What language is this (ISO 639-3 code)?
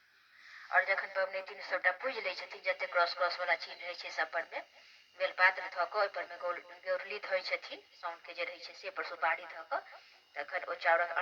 mai